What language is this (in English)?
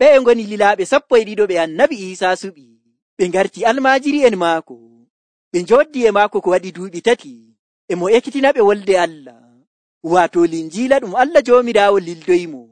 Nigerian Fulfulde